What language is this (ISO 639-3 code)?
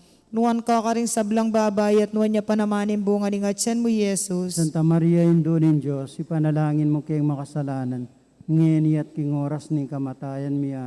pam